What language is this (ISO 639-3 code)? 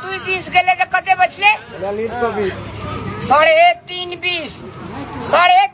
mai